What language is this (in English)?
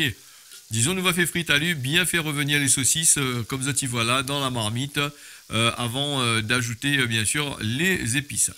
Réunion Creole French